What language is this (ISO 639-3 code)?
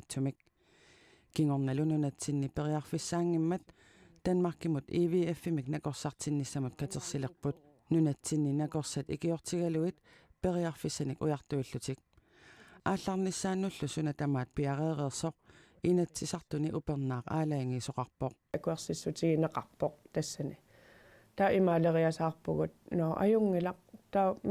kal